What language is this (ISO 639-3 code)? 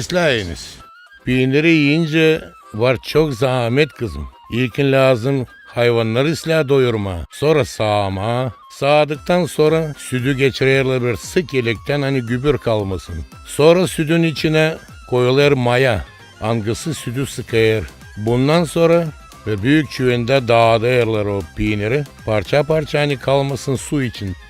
gag